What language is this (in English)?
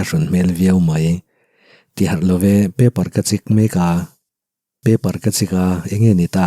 Mizo